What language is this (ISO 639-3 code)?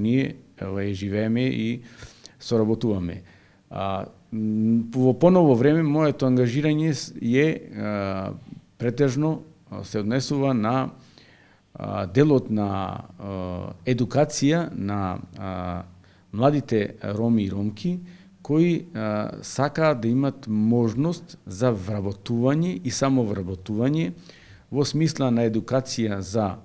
mkd